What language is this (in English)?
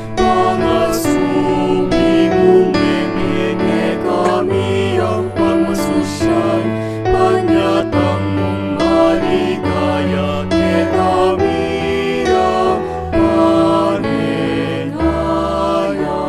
Pampanga